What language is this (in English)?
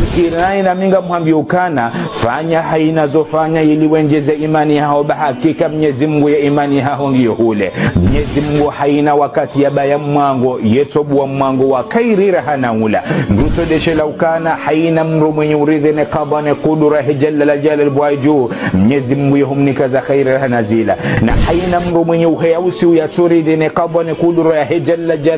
Ngazidja Comorian